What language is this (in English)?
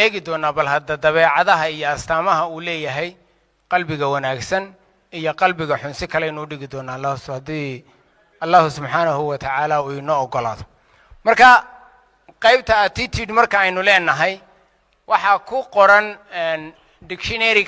Somali